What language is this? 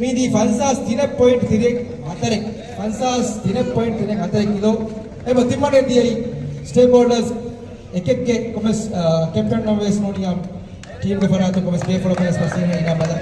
Divehi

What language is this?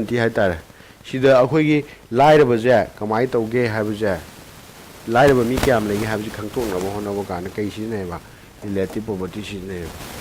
Manipuri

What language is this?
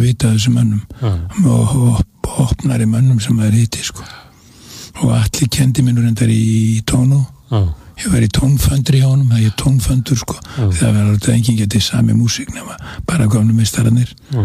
Icelandic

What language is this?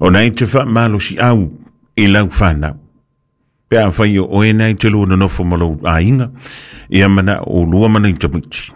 Samoan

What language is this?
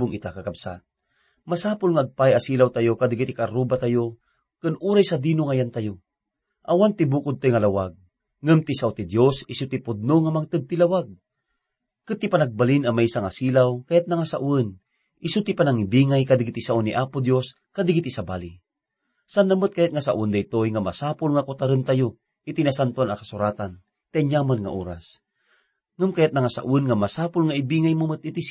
Iloko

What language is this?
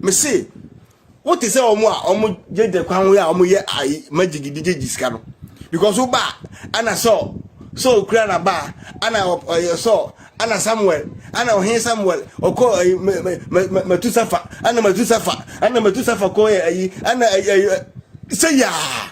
Akan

